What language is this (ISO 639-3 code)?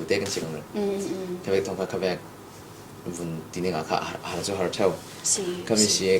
cfm